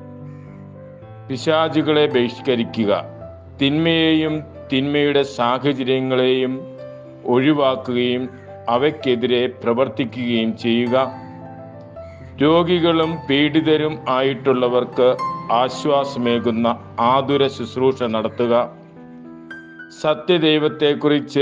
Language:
Malayalam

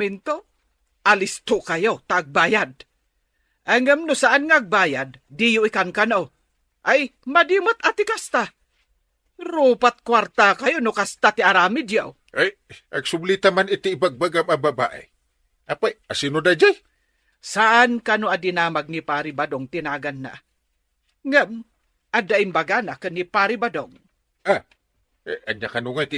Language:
Iloko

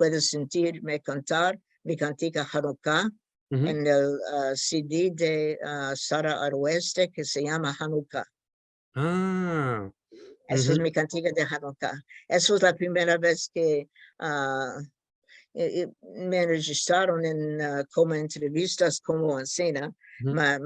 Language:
Ladino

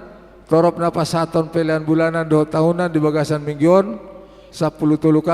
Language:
Batak Toba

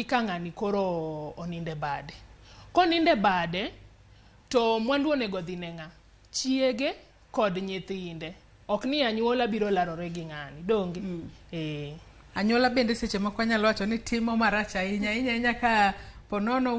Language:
Luo (Kenya and Tanzania)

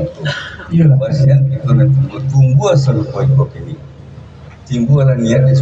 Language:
Minangkabau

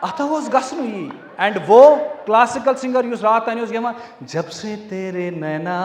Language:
Kashmiri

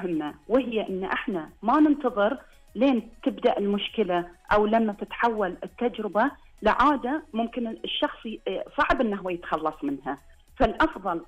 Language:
Najdi Arabic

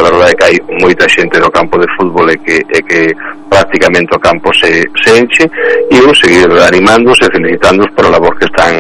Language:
Galician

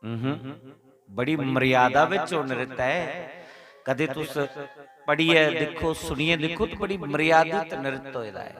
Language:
Dogri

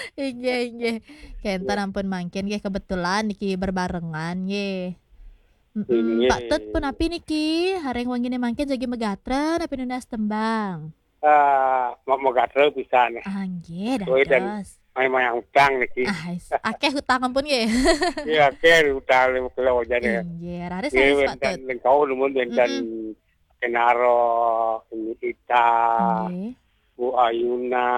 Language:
Balinese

